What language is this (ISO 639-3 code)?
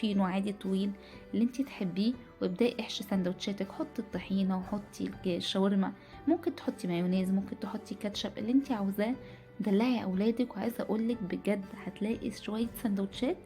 arz